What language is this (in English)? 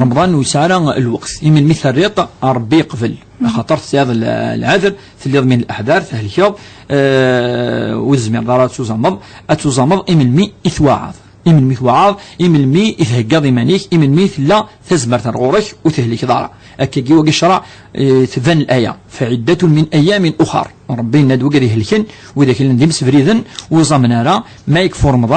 Kabyle